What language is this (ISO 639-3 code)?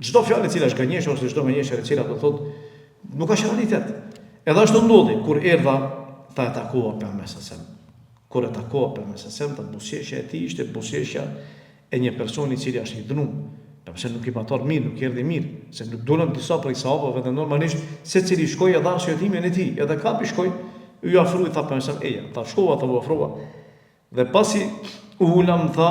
sqi